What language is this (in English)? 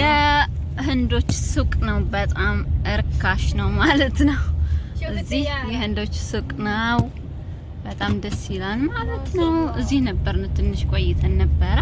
Amharic